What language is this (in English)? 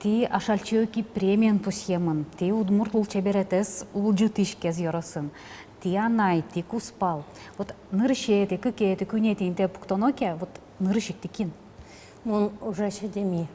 Udmurt